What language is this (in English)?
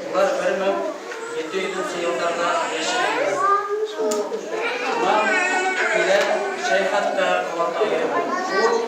Bashkir